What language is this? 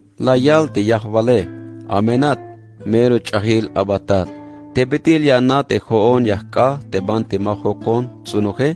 Tzeltal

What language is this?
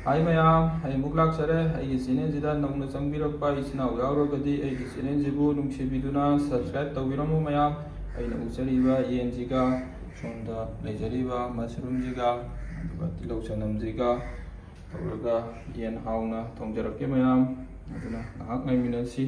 Manipuri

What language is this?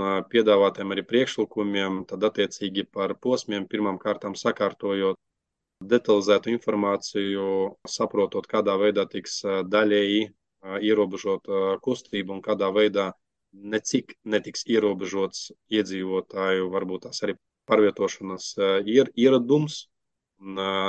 Latvian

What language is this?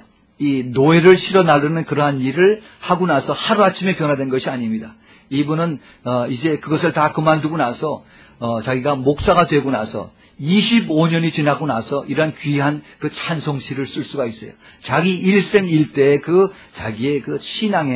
Korean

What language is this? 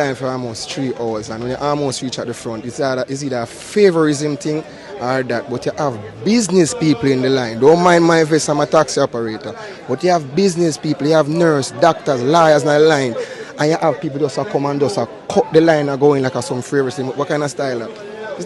Jamaican Creole English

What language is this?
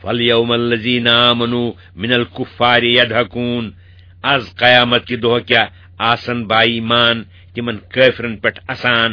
Kashmiri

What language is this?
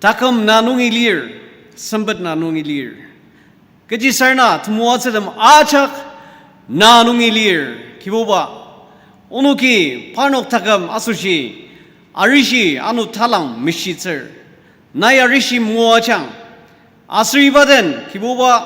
Ao Naga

